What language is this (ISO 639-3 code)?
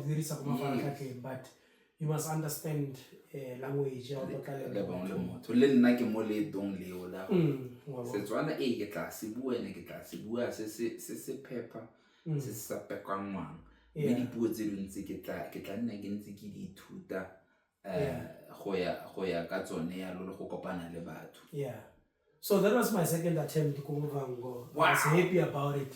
tsn